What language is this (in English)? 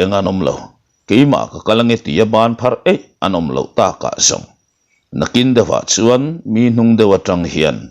Mizo